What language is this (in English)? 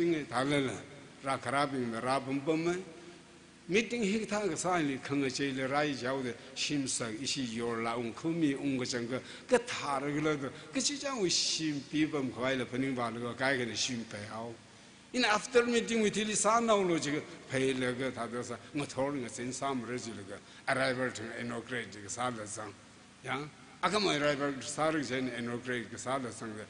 Tangkhul Naga (India)